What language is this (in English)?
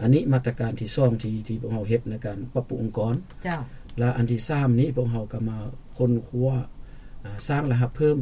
Lao